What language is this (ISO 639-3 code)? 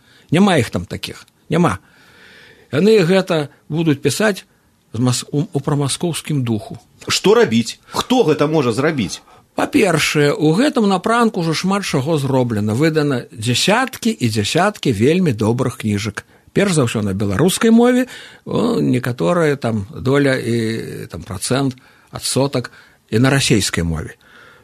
bel